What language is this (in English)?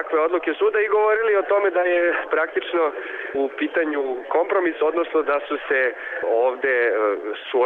Serbian